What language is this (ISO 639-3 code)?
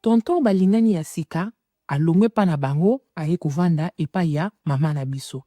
lin